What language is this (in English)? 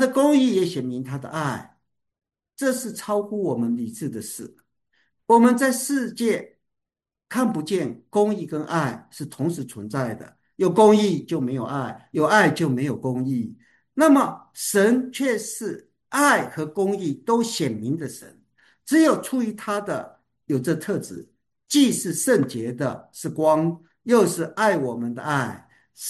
Chinese